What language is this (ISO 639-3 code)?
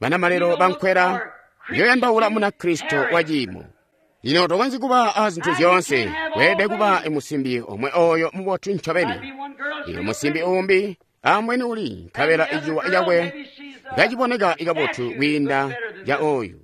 toi